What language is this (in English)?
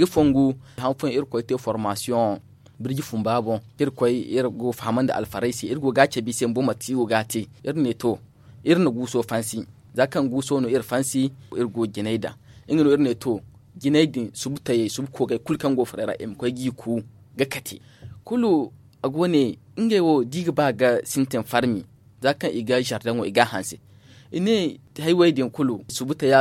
Zarma